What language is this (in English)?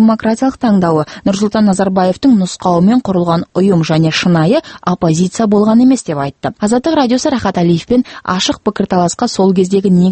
Kazakh